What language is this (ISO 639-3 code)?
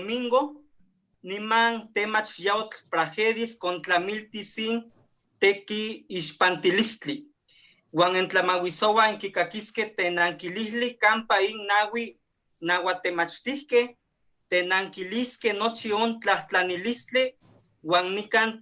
nhe